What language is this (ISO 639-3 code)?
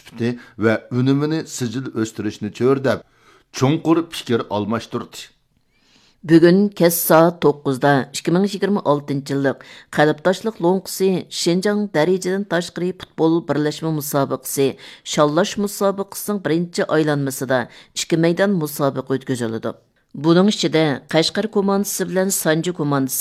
uig